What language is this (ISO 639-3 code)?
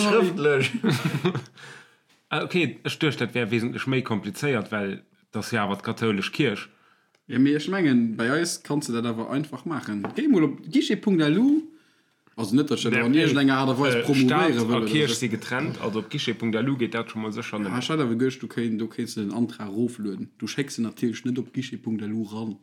ltz